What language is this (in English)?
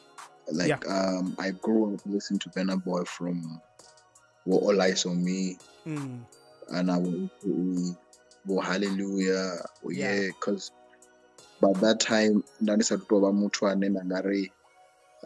Venda